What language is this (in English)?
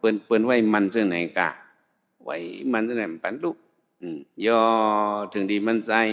Shan